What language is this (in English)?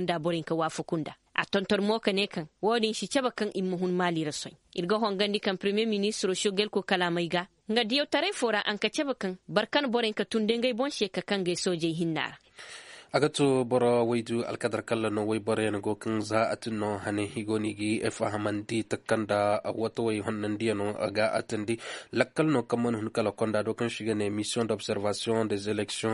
Koyraboro Senni